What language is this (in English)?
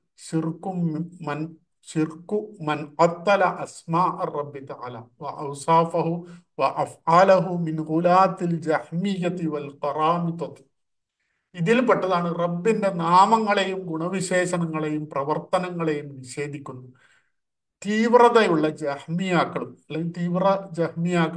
Malayalam